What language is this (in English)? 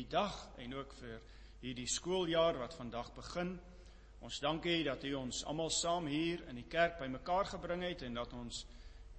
Afrikaans